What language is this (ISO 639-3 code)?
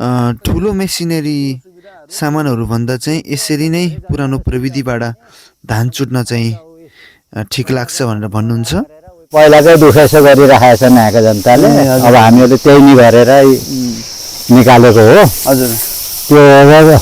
nep